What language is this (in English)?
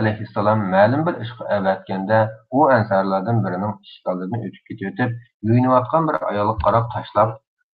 Uyghur